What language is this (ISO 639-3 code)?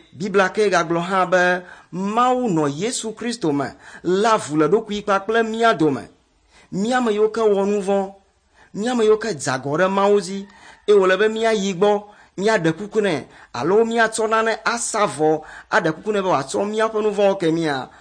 ewe